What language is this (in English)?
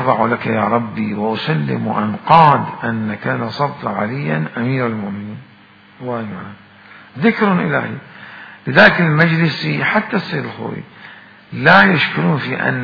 Mesopotamian Arabic